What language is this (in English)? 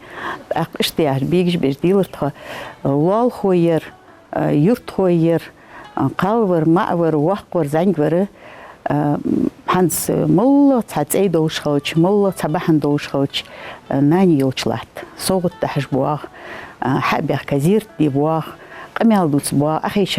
Ingush